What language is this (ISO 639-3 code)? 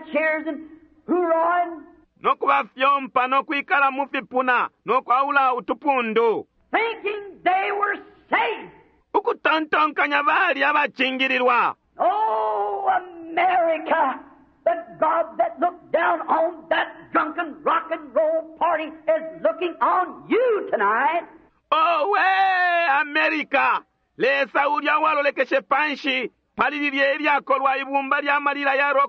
bem